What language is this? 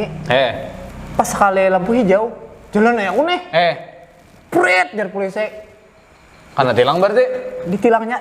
Banjar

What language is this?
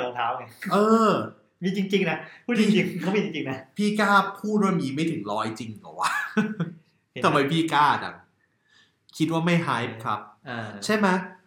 Thai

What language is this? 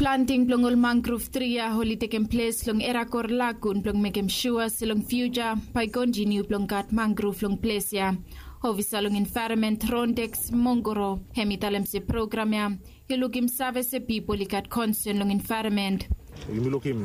Bislama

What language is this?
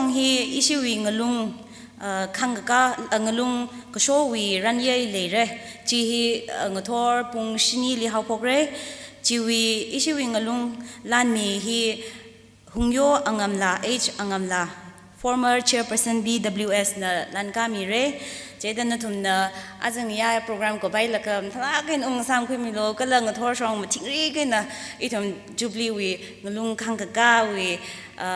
Tangkhul Naga (India)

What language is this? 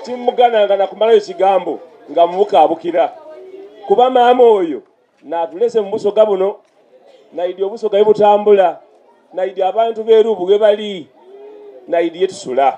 Soga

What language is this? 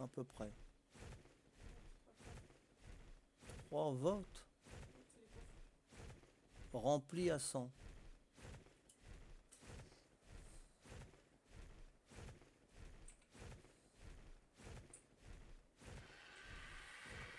French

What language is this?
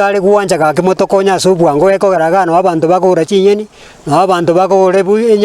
Gusii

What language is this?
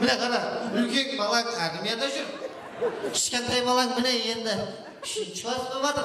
Kara-Kalpak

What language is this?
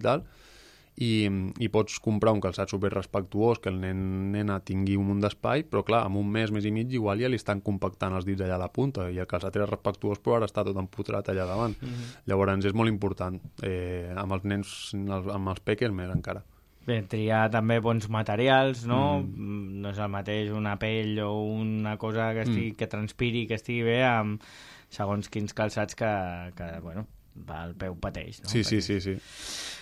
Catalan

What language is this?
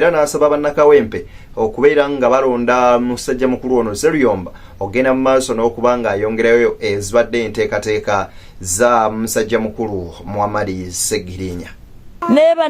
Ganda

